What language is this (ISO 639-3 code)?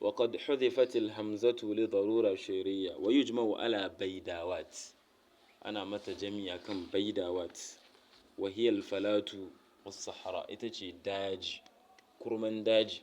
hau